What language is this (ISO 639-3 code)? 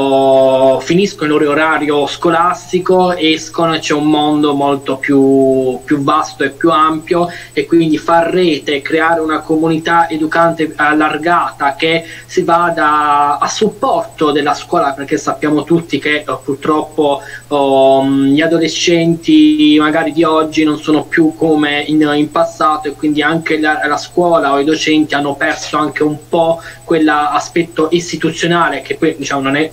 ita